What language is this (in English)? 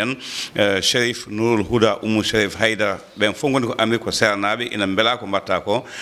Fula